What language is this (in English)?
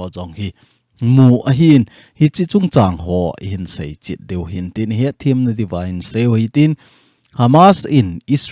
Thado Chin